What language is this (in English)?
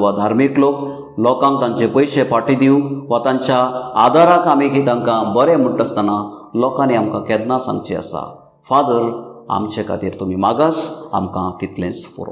Konkani